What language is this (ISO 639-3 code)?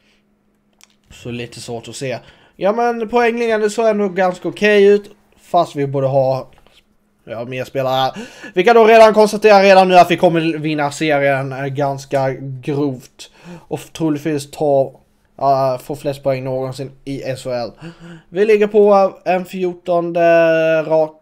swe